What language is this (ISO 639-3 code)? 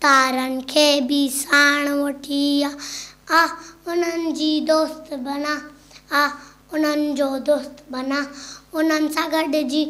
snd